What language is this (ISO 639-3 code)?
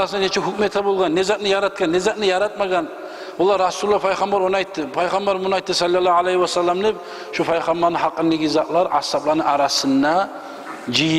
kum